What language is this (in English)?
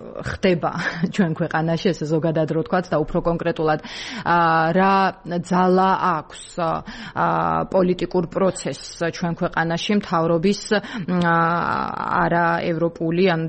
Georgian